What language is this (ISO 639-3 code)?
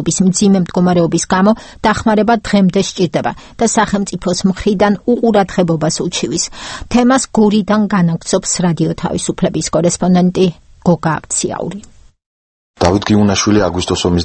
kat